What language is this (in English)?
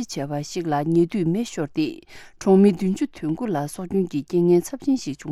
Tibetan